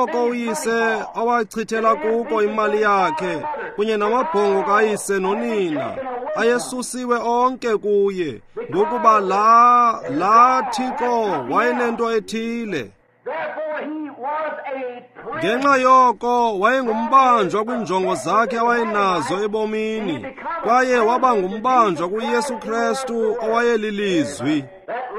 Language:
Xhosa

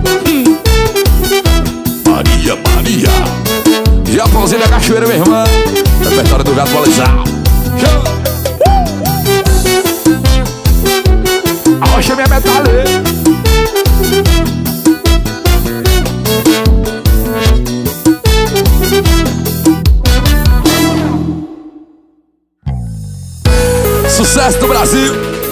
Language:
Portuguese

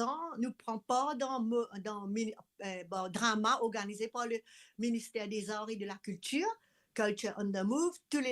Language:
Morisyen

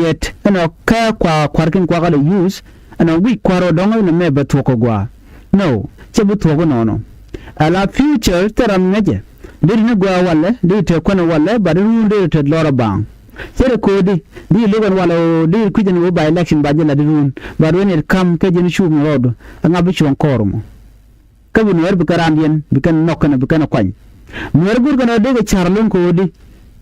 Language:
Nuer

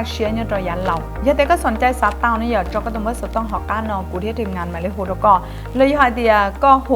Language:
Hmong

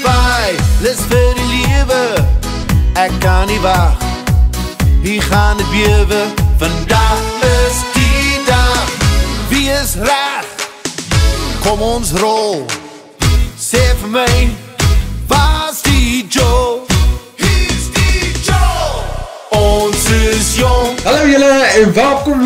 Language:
Afrikaans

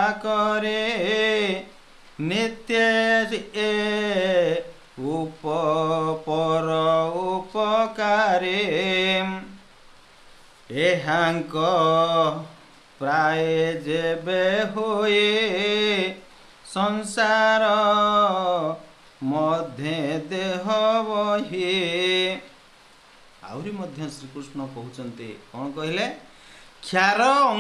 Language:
Odia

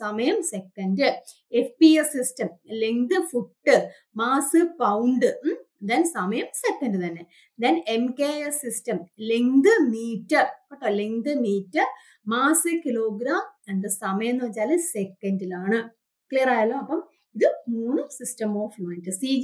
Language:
Malayalam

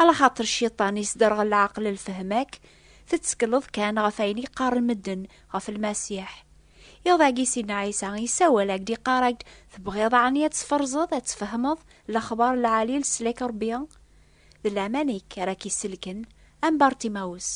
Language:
Kabyle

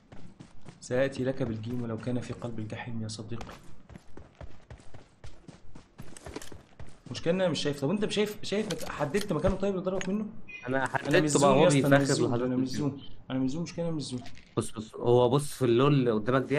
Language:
Egyptian Arabic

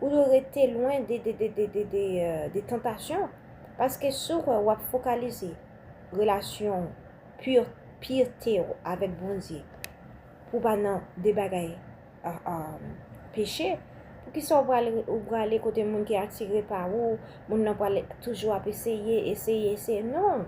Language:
Haitian Creole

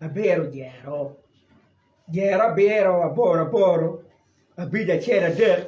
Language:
Acoli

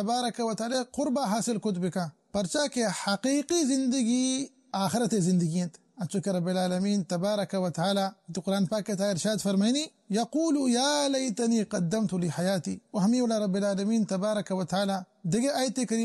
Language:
Baluchi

